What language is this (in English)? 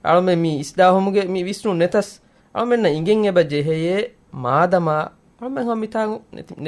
Divehi